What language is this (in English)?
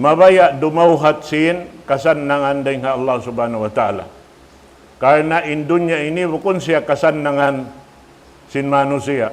Tausug